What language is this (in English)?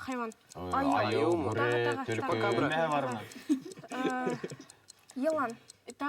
Bashkir